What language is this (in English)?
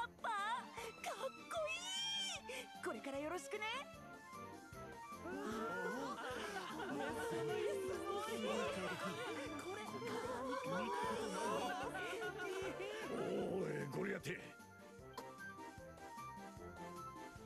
Japanese